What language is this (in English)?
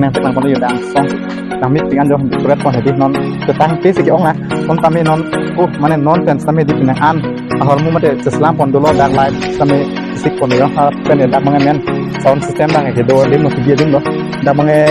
Karbi